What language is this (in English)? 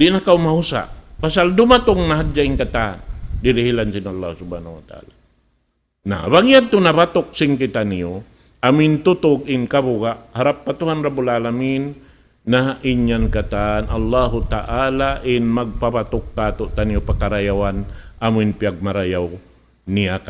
Tausug